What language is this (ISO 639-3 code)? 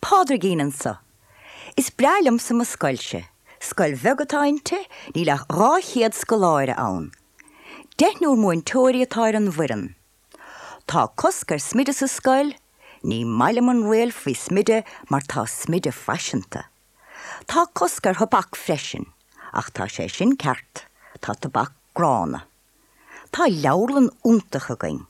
gle